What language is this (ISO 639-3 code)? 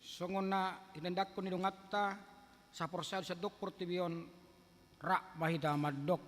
bbc